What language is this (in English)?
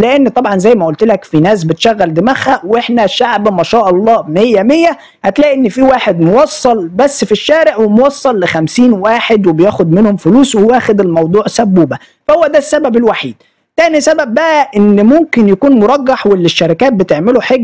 Egyptian Arabic